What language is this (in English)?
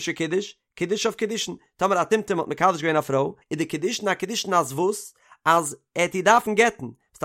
Yiddish